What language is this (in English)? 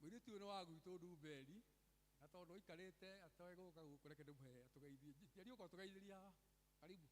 Kikuyu